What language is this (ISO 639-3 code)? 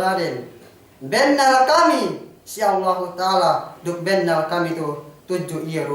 yka